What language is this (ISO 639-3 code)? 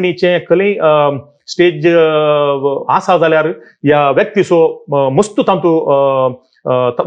kok